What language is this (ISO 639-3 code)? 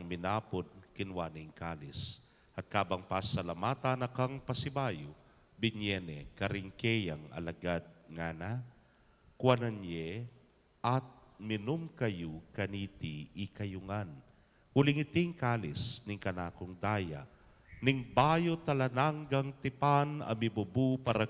pam